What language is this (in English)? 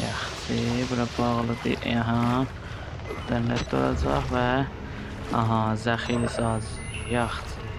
South Azerbaijani